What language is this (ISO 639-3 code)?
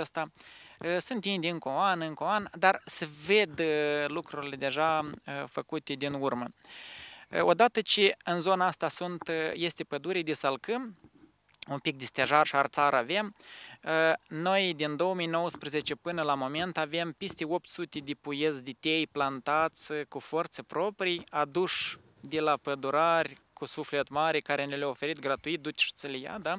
ron